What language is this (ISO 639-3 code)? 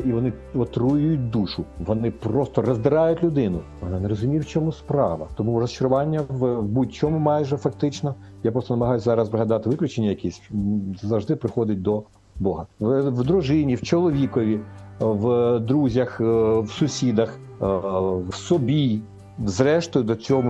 ukr